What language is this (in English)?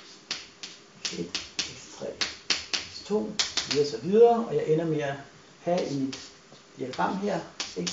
Danish